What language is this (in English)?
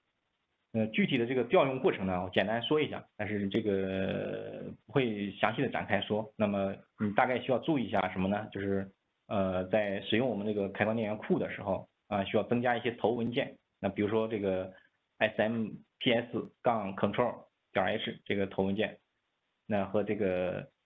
Chinese